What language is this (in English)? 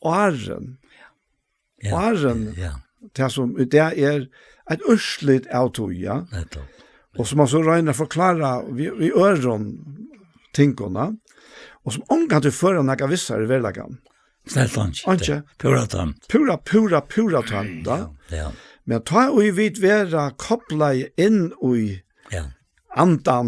Faroese